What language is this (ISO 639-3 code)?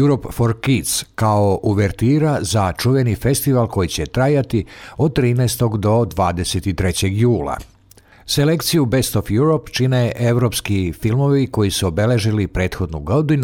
srp